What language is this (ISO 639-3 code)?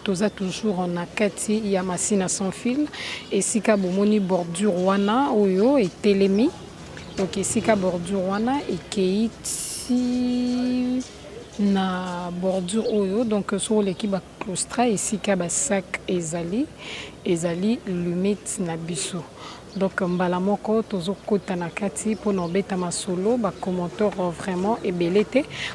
lin